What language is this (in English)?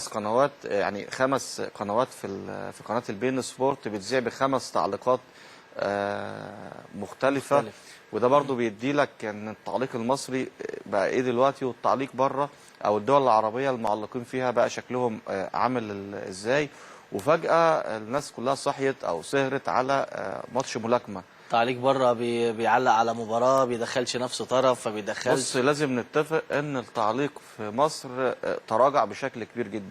Egyptian Arabic